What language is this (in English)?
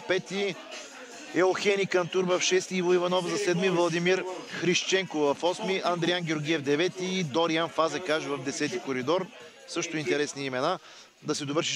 Bulgarian